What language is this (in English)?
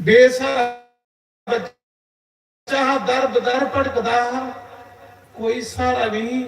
Dogri